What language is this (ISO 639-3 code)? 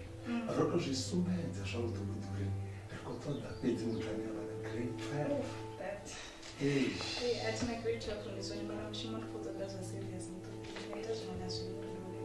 ven